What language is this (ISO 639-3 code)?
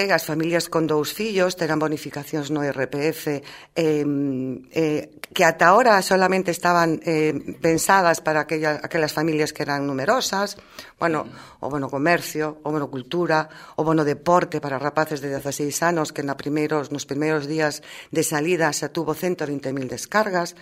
glg